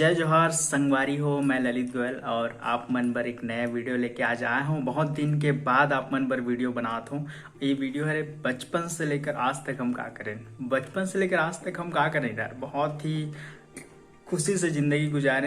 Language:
Chhattisgarhi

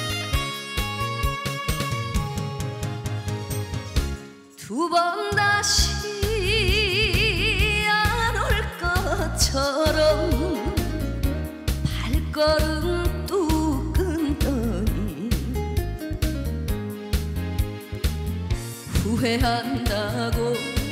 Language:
Korean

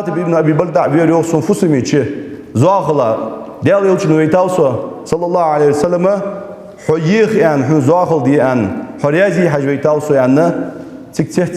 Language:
Ingush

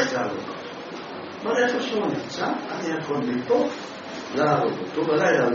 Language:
Hebrew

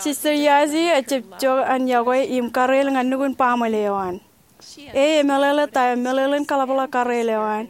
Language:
Marshallese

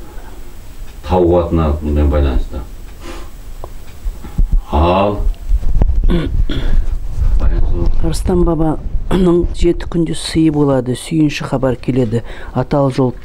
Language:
Kazakh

